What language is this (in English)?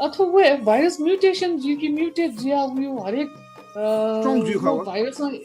Newari